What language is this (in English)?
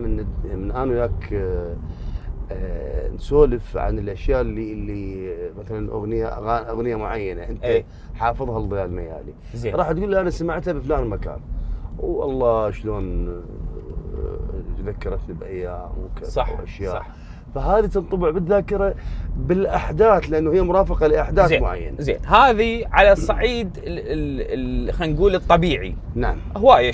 Mesopotamian Arabic